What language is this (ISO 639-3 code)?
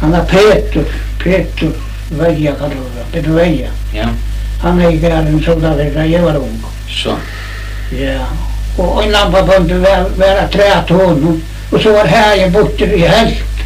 fao